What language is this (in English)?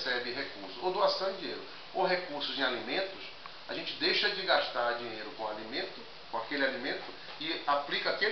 Portuguese